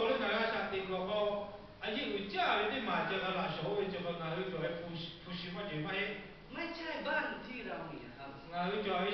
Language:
Lahu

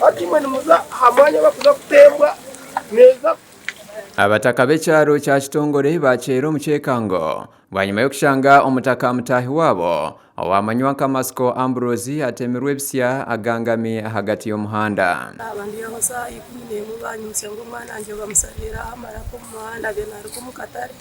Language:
Nyankole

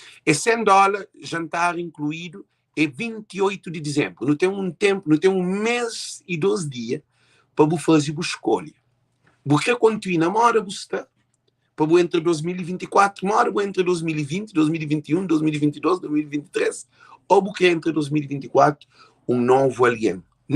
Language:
Kabuverdianu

